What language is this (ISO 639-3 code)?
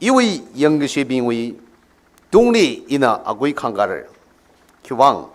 nmf